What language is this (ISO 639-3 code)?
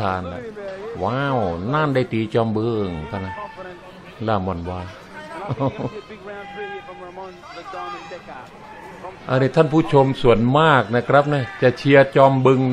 tha